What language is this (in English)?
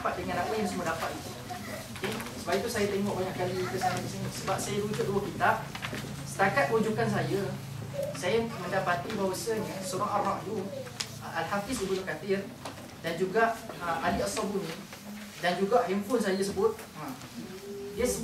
Malay